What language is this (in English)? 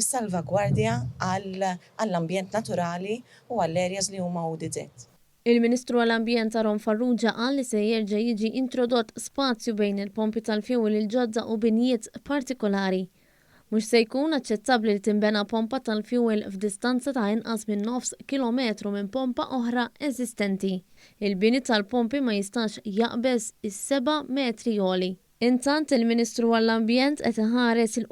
Maltese